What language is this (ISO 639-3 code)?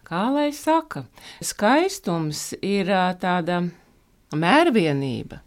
lav